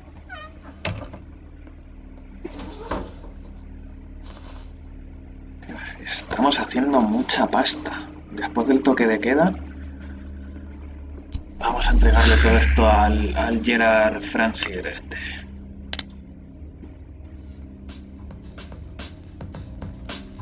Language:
Spanish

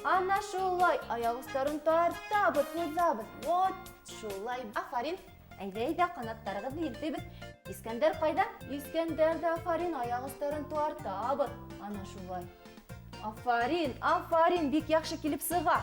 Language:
Bashkir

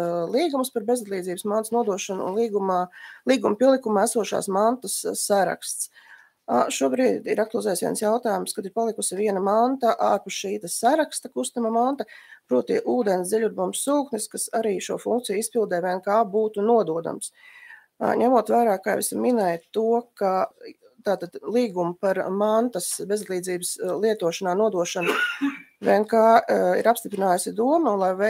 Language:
Latvian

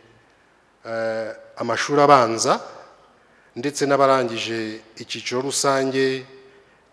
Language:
Kinyarwanda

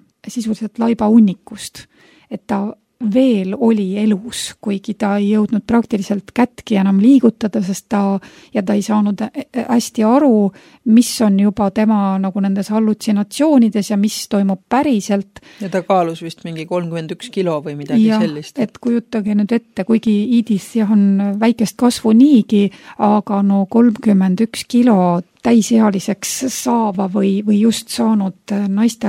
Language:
Estonian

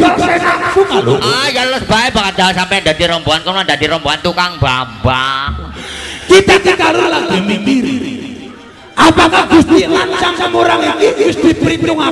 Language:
Javanese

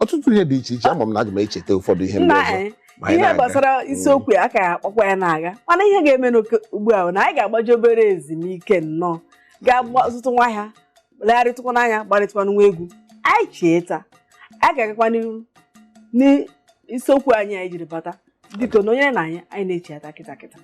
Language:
Igbo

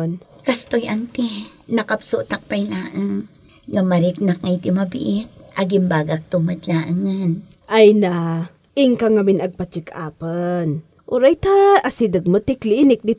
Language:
Iloko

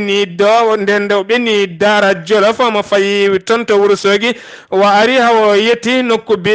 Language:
Fula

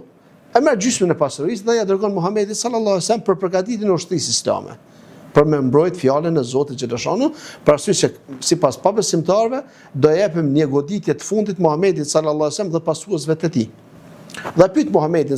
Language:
Albanian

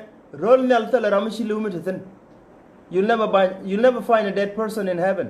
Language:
Nuer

